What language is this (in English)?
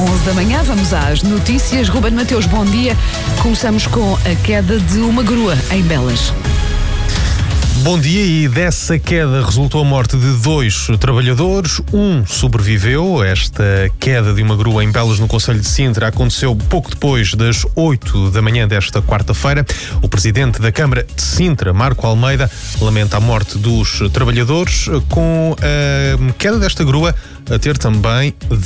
Portuguese